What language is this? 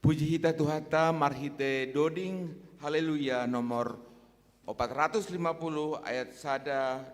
Batak Simalungun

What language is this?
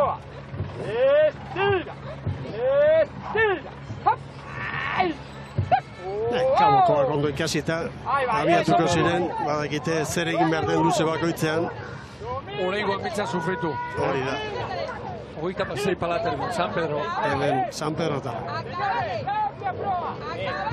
Basque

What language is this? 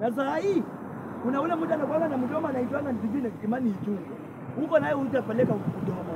Swahili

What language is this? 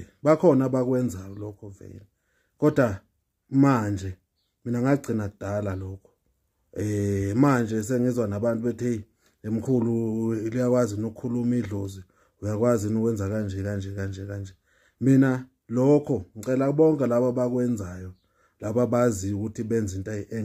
Zulu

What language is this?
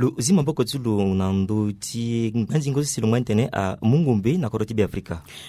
Sango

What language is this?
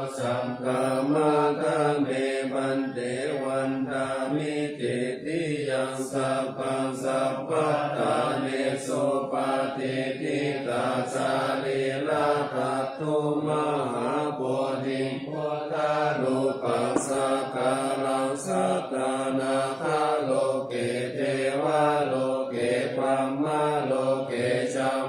Pali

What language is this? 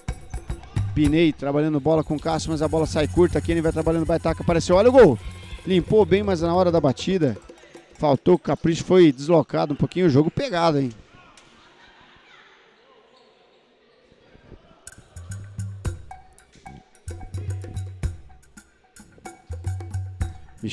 Portuguese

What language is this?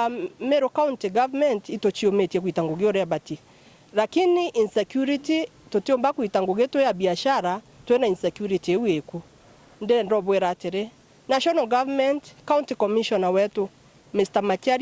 Meru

